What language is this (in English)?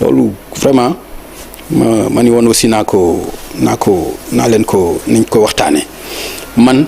Wolof